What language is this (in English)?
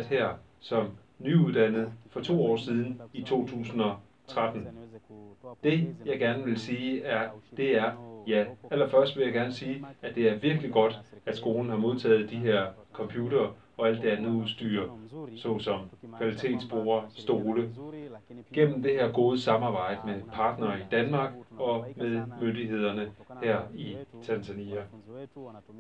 Danish